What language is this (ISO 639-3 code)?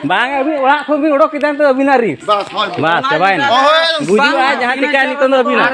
sat